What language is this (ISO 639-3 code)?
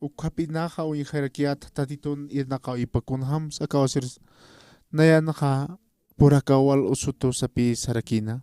aym